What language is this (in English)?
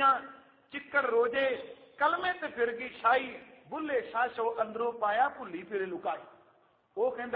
Punjabi